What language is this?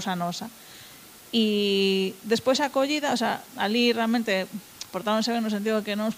Galician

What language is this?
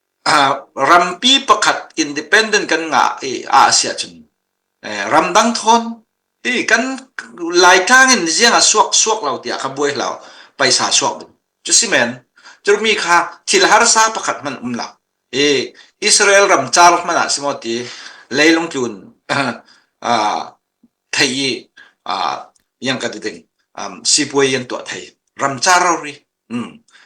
Falam Chin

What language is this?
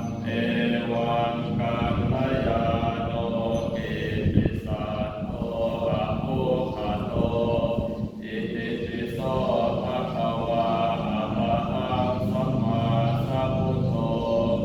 Pali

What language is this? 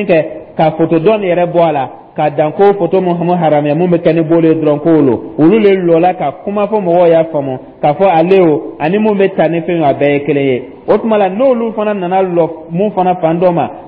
Dyula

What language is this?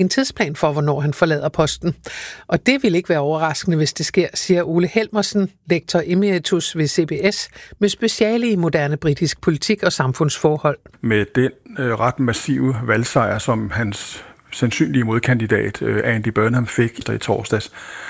Danish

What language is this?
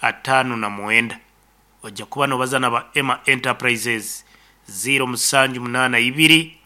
Nyankole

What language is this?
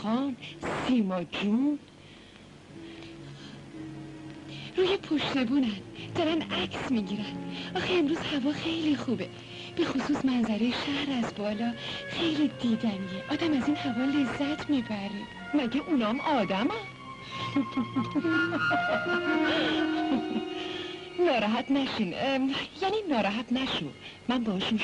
Persian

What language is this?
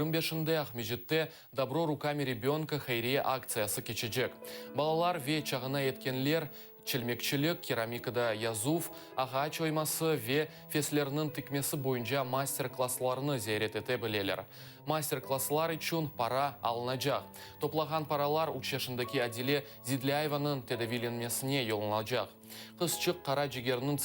Crimean Tatar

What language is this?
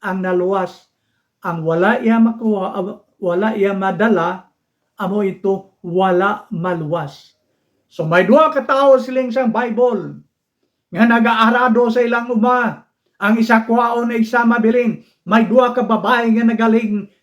Hiligaynon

